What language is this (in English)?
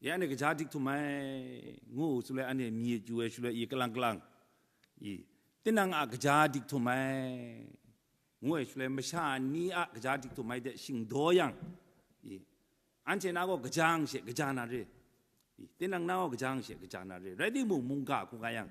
Kachin